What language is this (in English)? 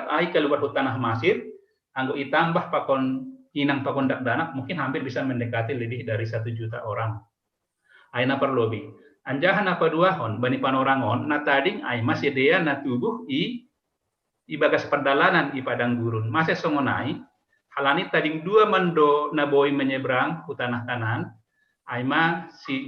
Batak Simalungun